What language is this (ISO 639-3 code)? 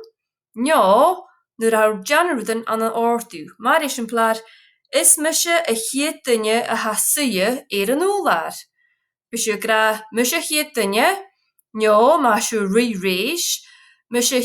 gla